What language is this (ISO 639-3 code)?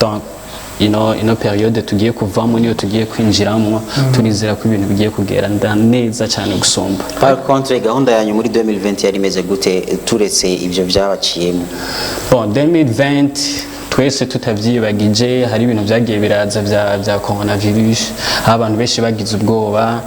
run